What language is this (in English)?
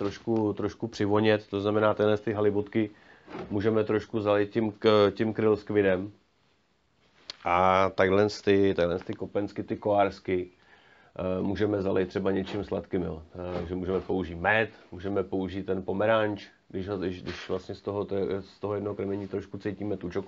Czech